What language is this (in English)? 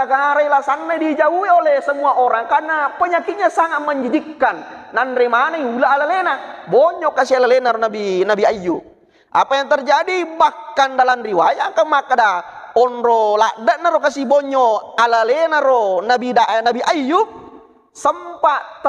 Buginese